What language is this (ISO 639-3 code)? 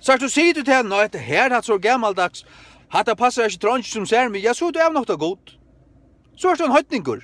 fao